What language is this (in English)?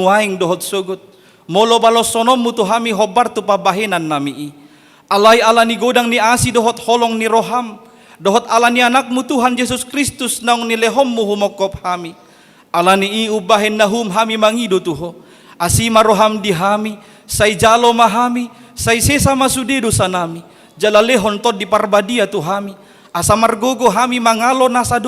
Batak Toba